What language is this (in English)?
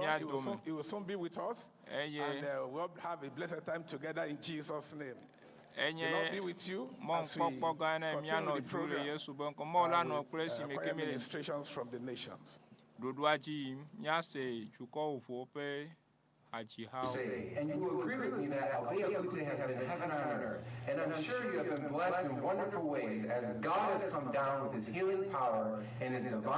Ewe